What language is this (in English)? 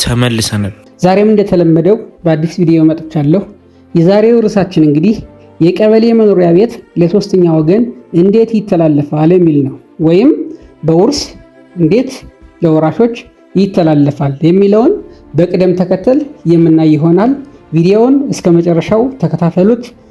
Amharic